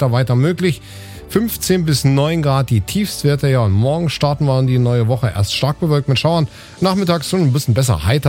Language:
German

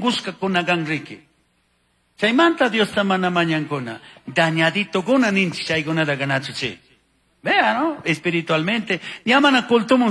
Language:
Chimborazo Highland Quichua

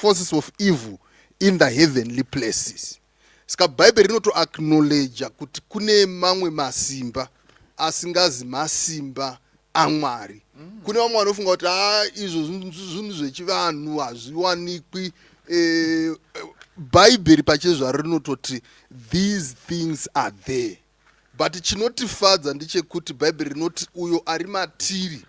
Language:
Shona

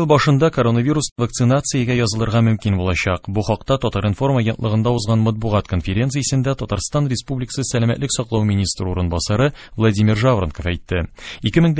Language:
Tatar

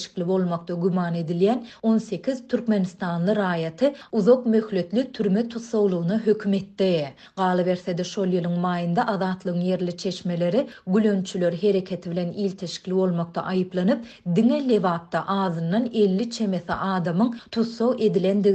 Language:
Turkmen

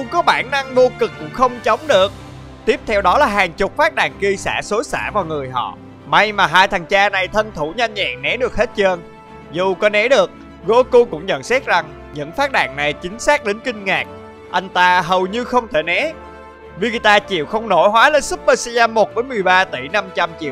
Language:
Vietnamese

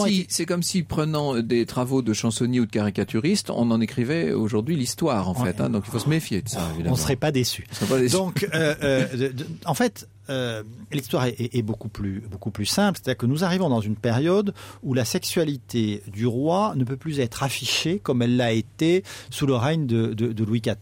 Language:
French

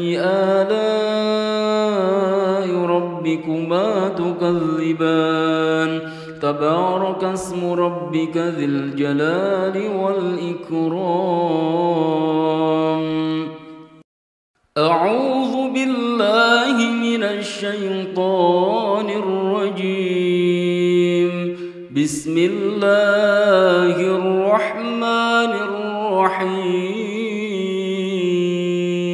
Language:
Arabic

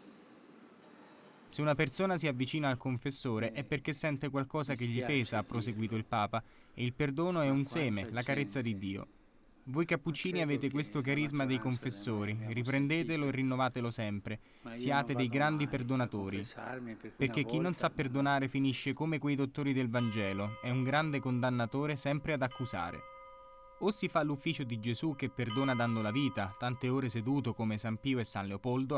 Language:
Italian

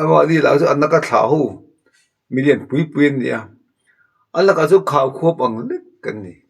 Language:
Mizo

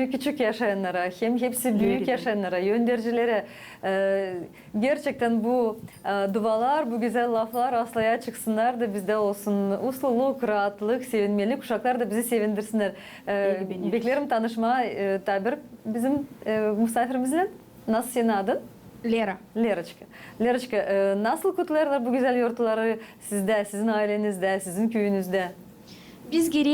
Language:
Gagauz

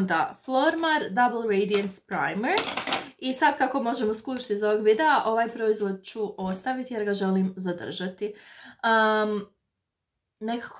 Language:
Croatian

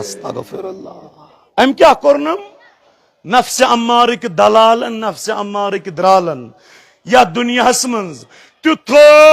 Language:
Kashmiri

